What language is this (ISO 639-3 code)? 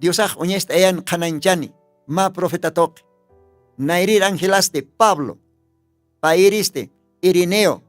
aym